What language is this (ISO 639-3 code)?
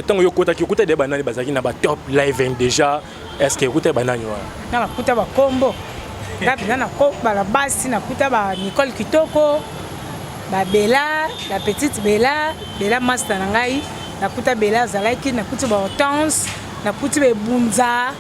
lin